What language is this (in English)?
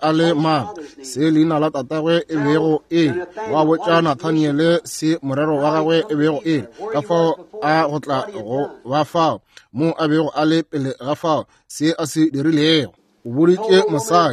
Northern Sotho